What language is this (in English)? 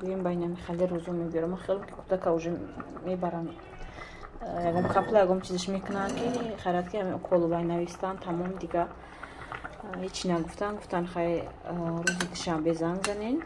Tajik